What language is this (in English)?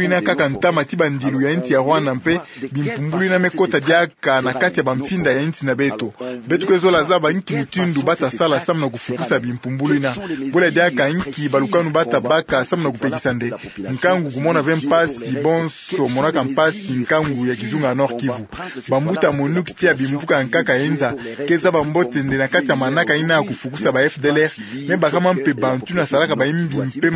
Kituba (Democratic Republic of Congo)